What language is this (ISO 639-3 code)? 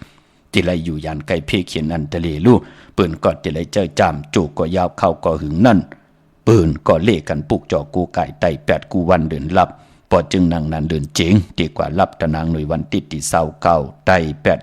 shn